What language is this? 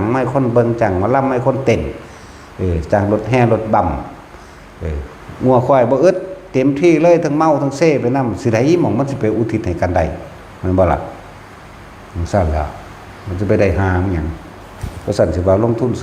Northeastern Thai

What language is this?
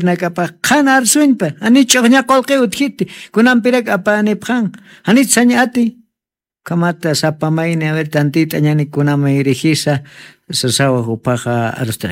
Aymara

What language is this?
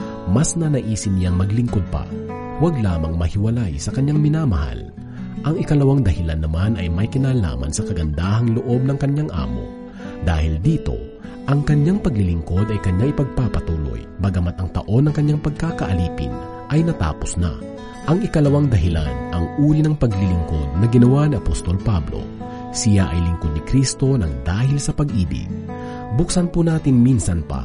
Filipino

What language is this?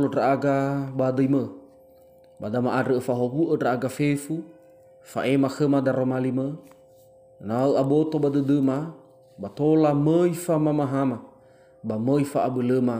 Nias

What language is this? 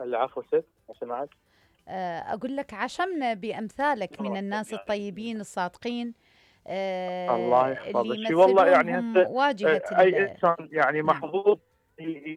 Mesopotamian Arabic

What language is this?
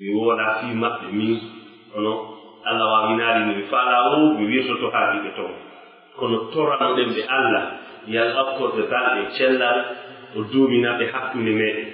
Pular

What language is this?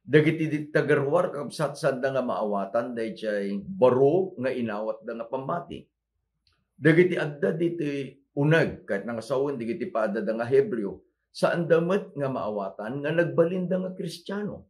Iloko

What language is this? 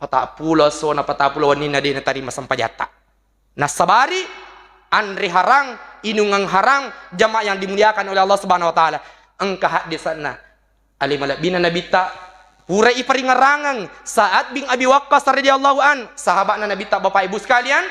Buginese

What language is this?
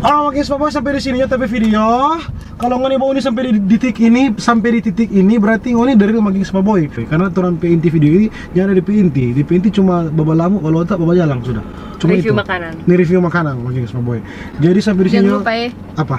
Manado Malay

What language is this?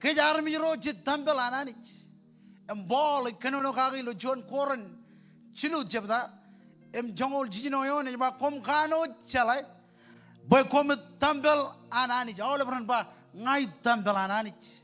Marshallese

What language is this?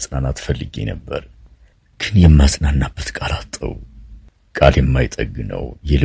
Amharic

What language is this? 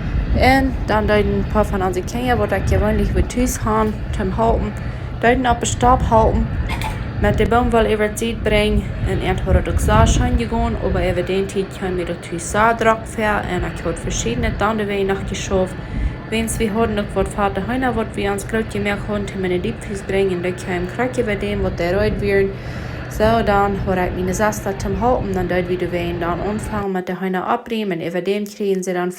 Plautdietsch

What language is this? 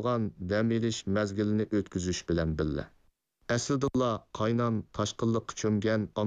Uyghur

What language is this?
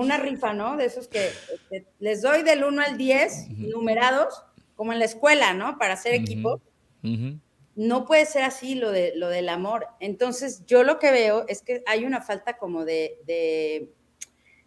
Spanish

